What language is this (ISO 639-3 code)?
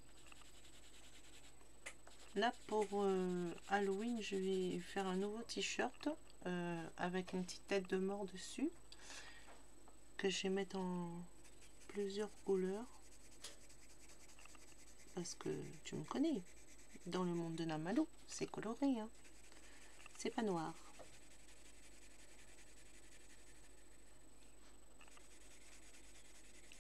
fra